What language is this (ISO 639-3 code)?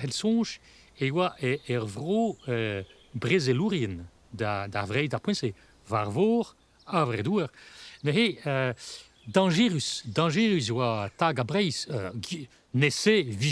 bre